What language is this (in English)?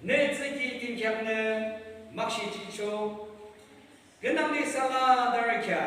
Yimchungru Naga